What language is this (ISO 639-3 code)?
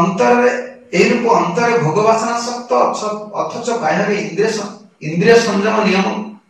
ori